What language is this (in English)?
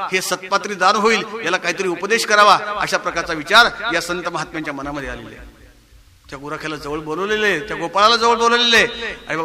Marathi